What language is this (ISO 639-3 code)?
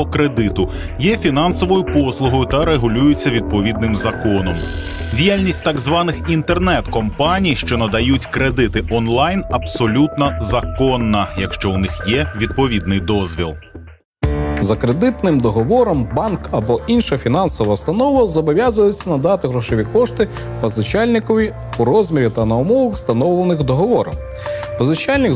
ukr